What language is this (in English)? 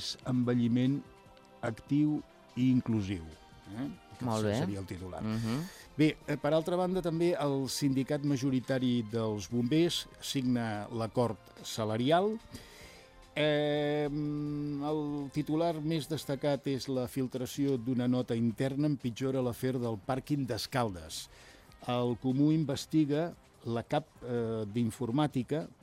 Catalan